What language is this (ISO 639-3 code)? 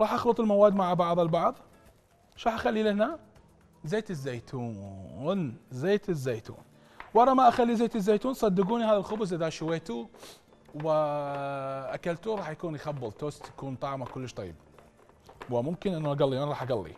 acm